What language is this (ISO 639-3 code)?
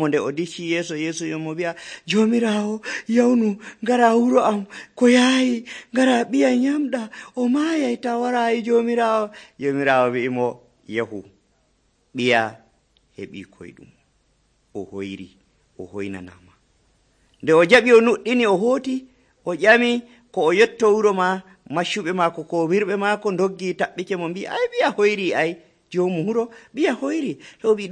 fuv